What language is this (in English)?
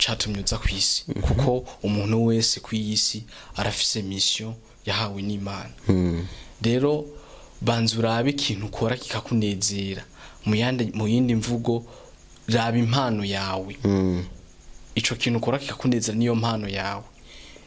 Rundi